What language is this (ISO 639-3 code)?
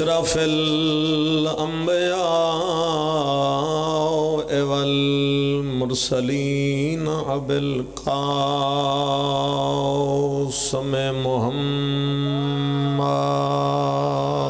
phr